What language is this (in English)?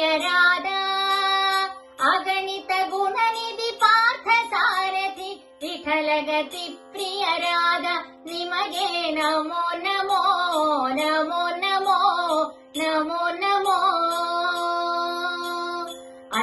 Kannada